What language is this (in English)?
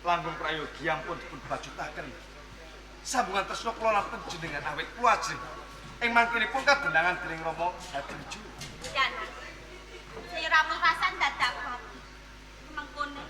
Javanese